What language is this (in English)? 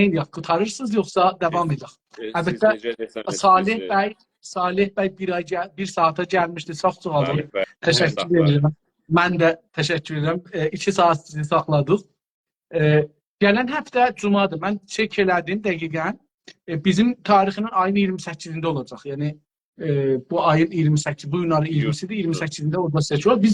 South Azerbaijani